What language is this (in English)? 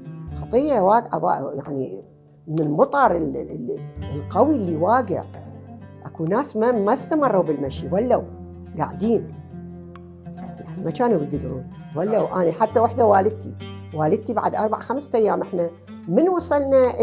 Mesopotamian Arabic